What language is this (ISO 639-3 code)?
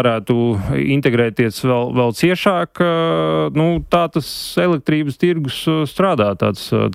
lav